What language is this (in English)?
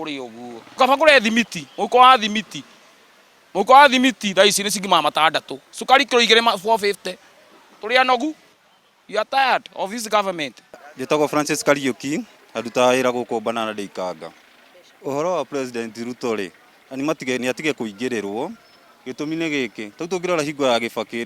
Kikuyu